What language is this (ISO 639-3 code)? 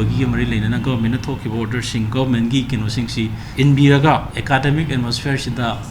mni